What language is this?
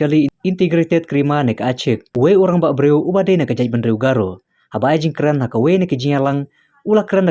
Khasi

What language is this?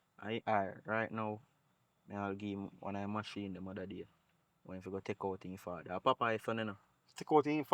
Jamaican Creole English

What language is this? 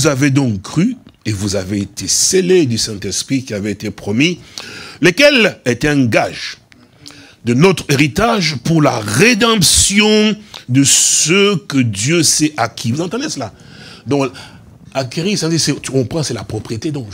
French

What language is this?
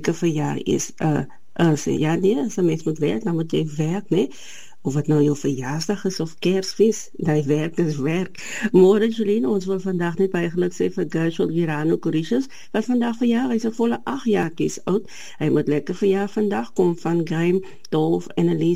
Afrikaans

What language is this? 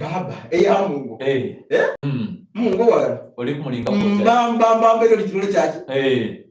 Soga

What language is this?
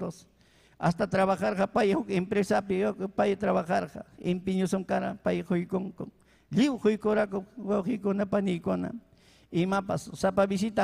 Ayacucho Quechua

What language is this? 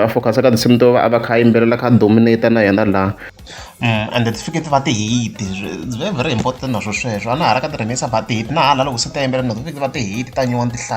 Tsonga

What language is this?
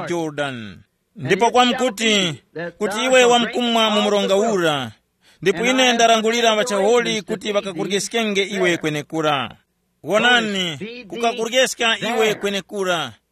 Tumbuka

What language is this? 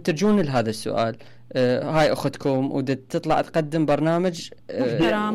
Mesopotamian Arabic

